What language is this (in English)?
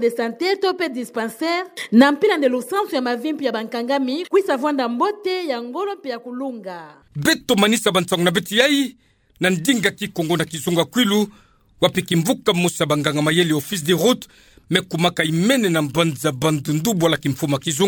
Kituba (Democratic Republic of Congo)